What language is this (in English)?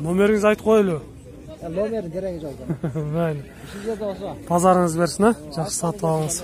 Kyrgyz